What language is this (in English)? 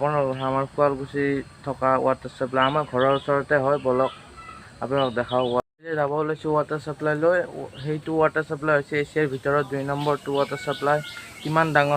Assamese